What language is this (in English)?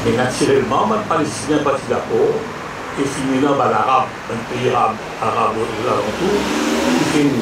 Morisyen